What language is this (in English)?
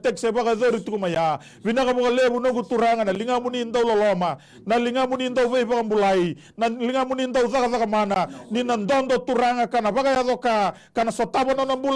Fijian